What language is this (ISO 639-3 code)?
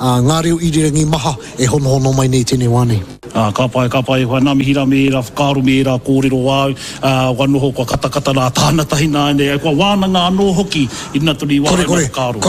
mri